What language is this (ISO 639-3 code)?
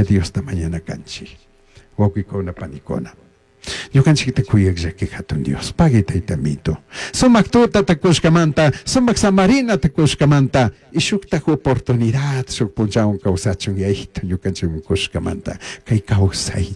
qug